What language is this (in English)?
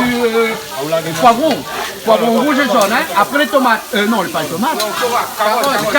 Réunion Creole French